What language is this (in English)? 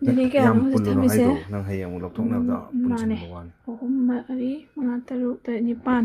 Manipuri